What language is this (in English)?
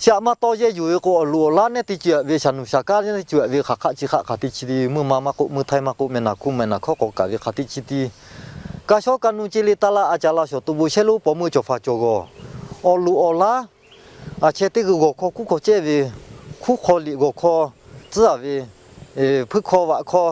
Lahu